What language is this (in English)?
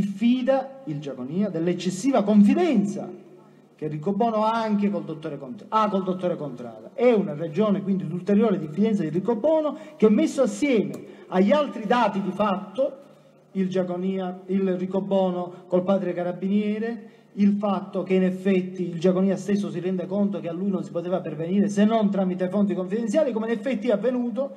Italian